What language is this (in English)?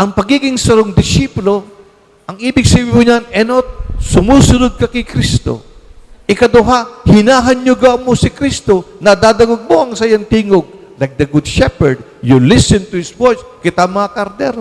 Bikol